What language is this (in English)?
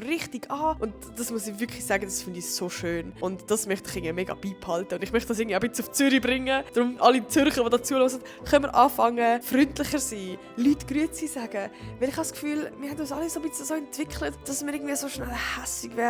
Swiss German